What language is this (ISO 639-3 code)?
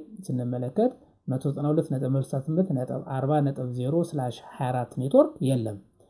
amh